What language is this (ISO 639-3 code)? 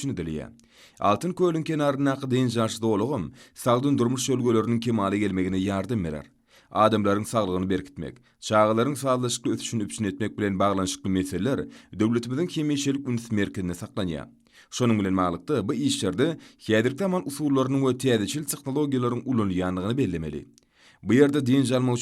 tuk